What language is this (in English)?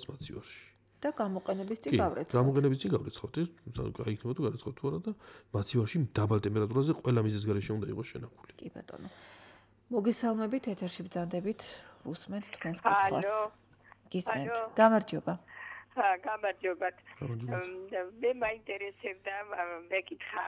Georgian